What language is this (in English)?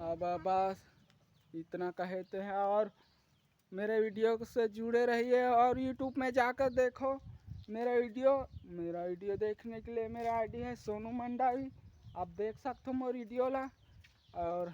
Chhattisgarhi